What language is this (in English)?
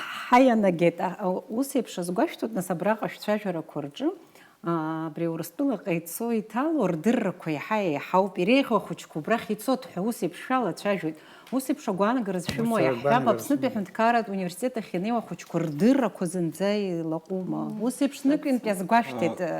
Abkhazian